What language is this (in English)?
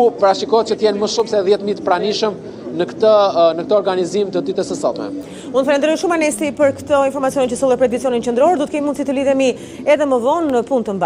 Albanian